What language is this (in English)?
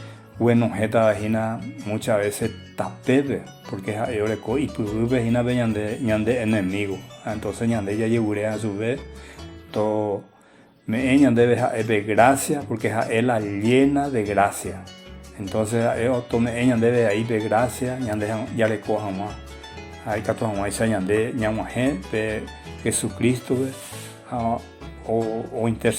Guarani